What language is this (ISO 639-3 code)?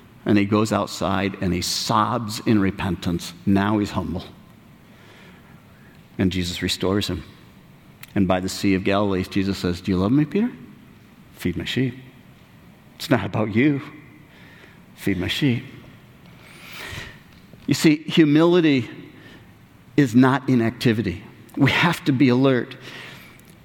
eng